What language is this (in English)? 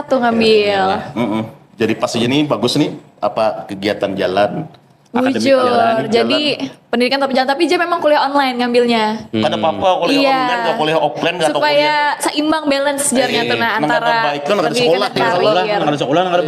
Banjar